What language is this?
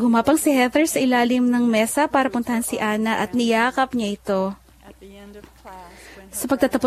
Filipino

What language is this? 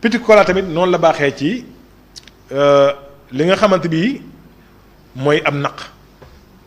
Wolof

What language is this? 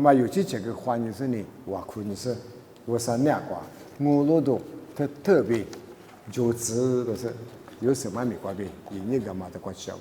Lisu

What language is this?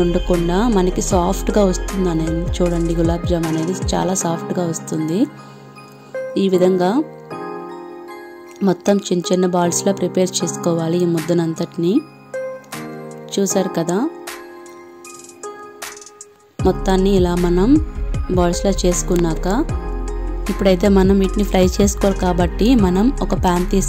Telugu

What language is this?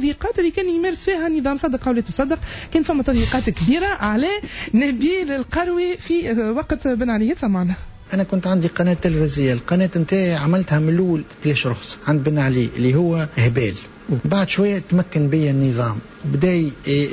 Tunisian Arabic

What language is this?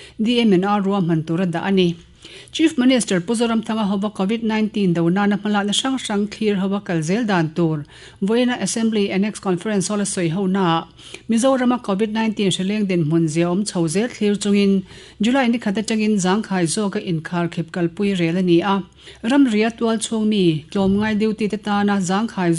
Mizo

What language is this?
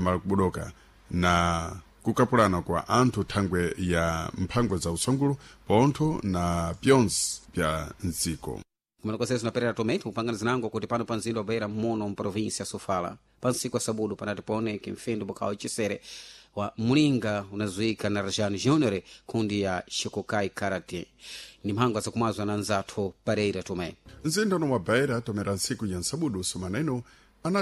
Sena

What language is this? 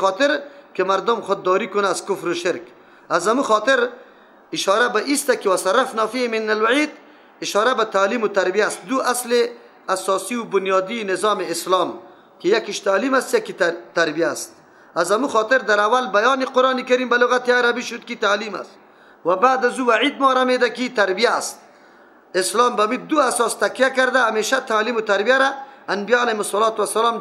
Persian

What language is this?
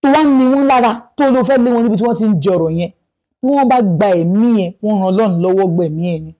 Yoruba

